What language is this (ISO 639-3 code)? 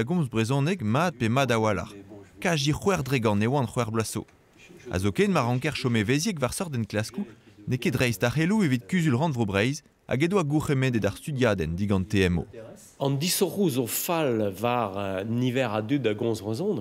bre